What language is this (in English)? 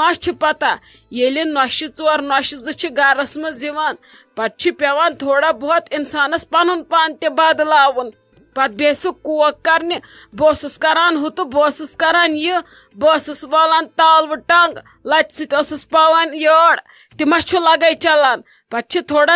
Kashmiri